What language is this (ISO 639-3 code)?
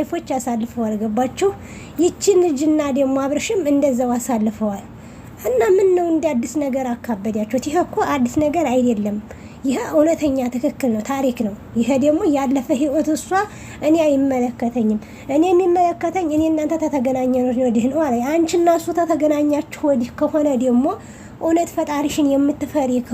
amh